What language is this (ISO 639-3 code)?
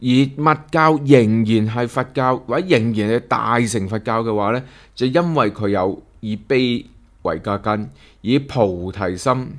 yue